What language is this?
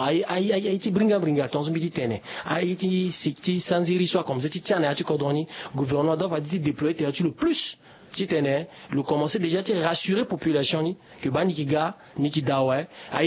Sango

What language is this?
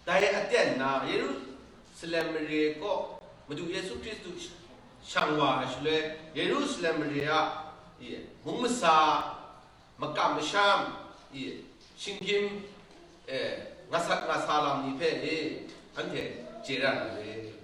Kachin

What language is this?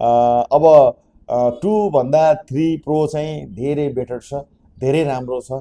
Nepali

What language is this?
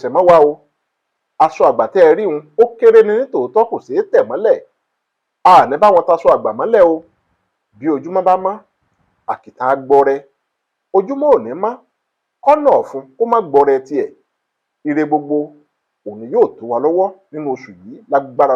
Yoruba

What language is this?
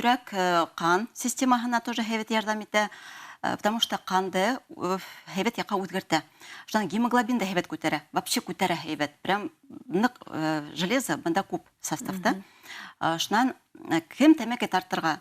Bashkir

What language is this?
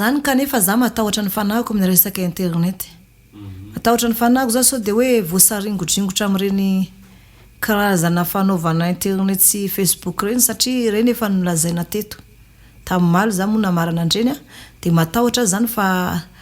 Malagasy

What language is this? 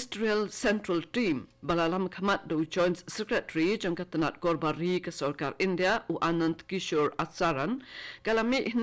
Khasi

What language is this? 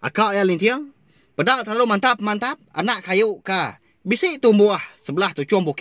Iban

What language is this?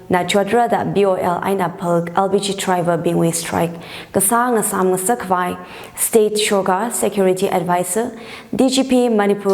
Tangkhul Naga (India)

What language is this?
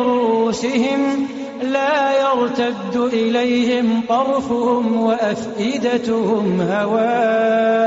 Arabic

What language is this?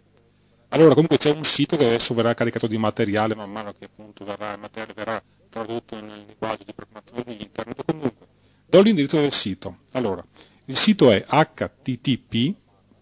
Italian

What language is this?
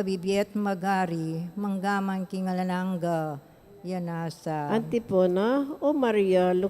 Pampanga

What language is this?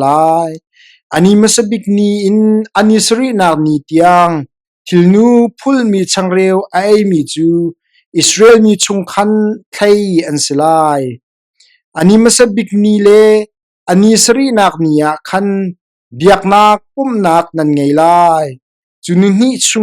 Hakha Chin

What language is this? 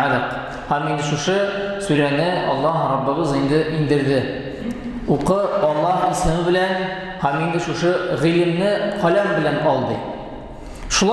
Tatar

